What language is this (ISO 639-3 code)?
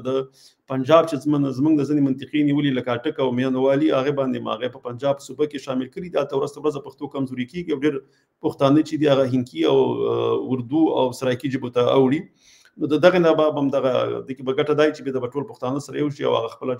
pus